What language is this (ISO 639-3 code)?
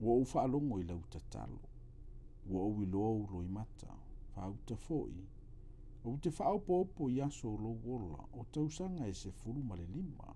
smo